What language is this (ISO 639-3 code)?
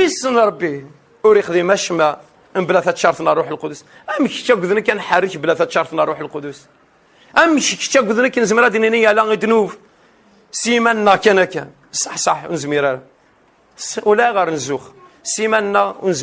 kab